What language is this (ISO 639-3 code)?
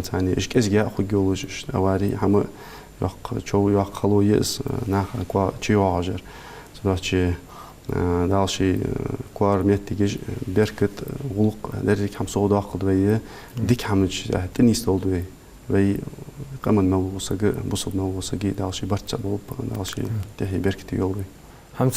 inh